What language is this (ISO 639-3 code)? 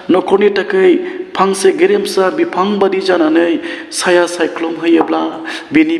brx